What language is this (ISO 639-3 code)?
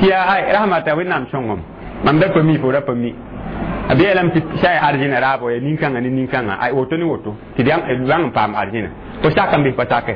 mos